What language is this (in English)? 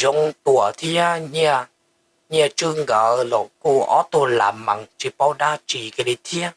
Hmong